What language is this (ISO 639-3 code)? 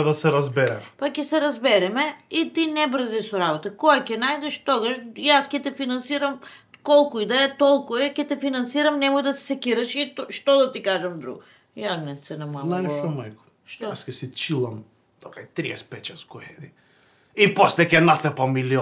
mkd